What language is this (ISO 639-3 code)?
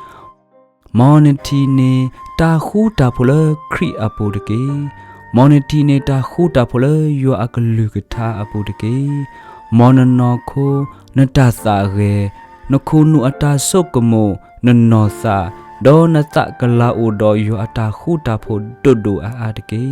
ksw